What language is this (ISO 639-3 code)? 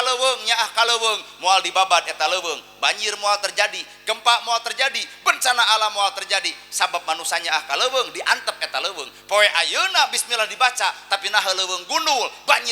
sun